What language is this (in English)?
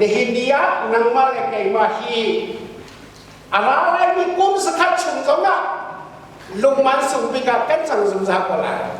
Hakha Chin